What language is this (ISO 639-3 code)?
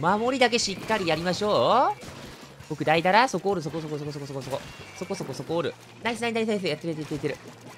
jpn